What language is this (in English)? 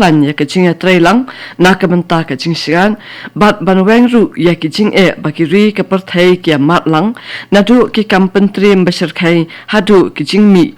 Khasi